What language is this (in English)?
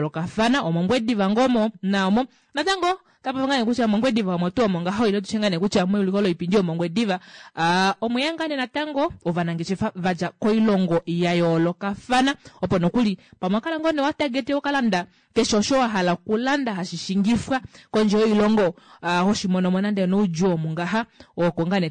Kuanyama